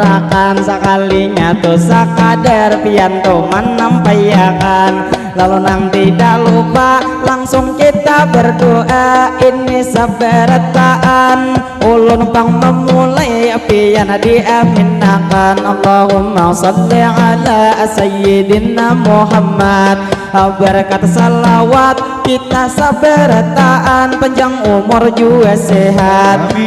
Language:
Banjar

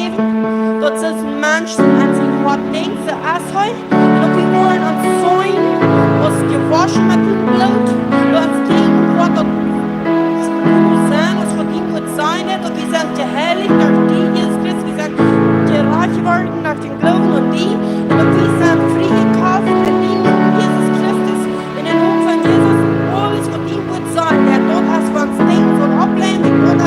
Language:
Plautdietsch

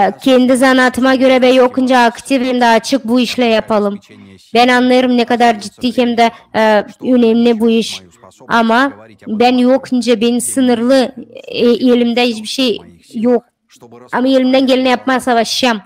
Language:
Gagauz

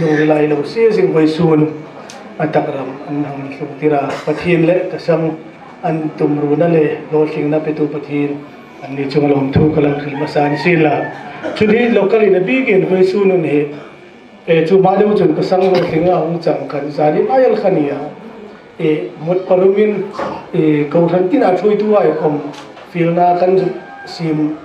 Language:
Hmar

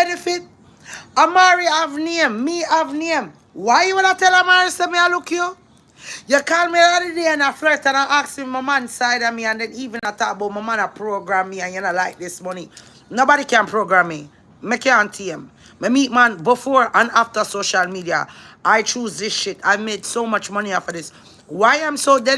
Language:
Jamaican Creole English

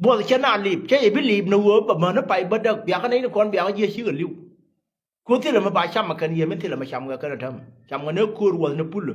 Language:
Nuer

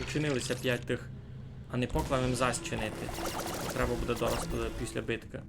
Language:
Rusyn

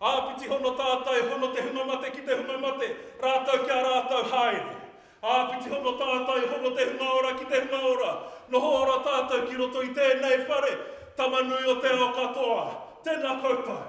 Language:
Māori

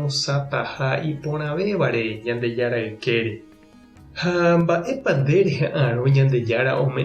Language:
Guarani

